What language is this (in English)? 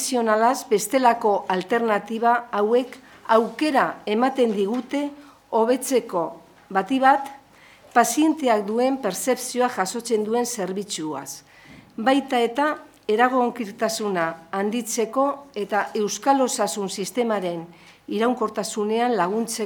Basque